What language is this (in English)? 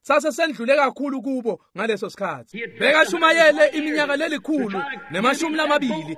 Swati